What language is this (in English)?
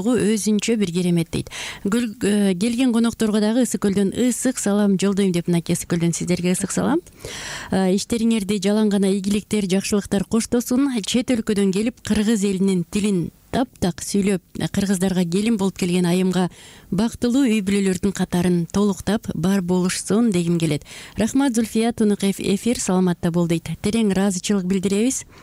Kyrgyz